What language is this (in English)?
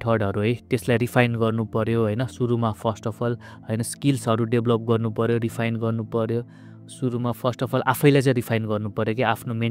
Nepali